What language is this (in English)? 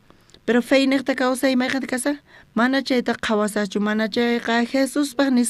South Bolivian Quechua